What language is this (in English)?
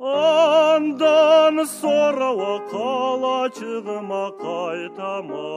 Karachay-Balkar